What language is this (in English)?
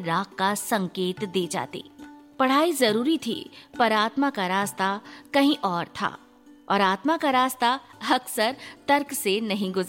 Hindi